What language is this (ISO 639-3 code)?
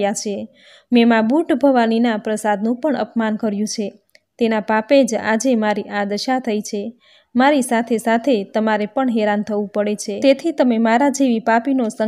guj